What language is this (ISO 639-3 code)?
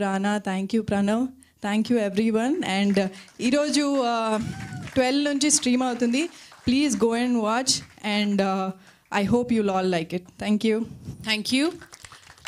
tel